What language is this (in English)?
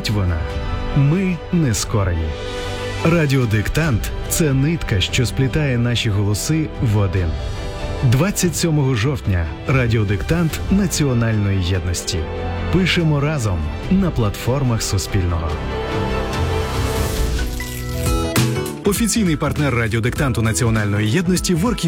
Ukrainian